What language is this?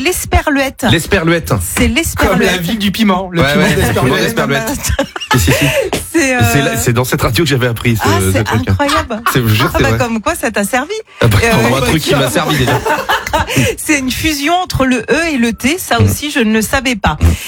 French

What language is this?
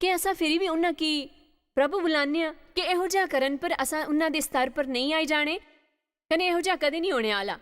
Dogri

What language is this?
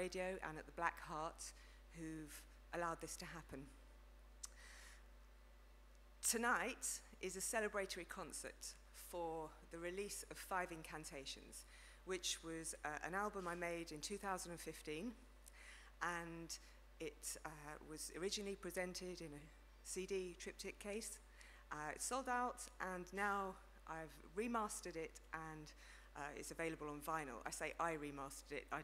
English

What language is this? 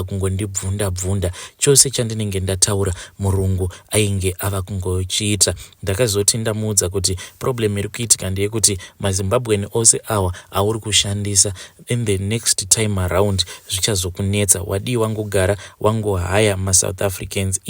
Shona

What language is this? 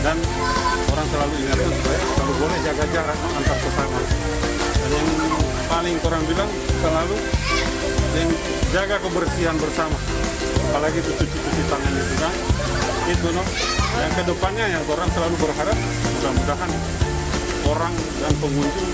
Manado Malay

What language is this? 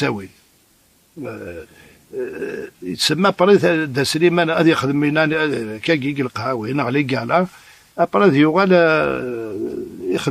Kabyle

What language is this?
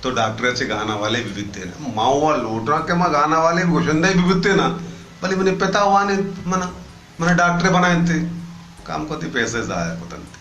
Baluchi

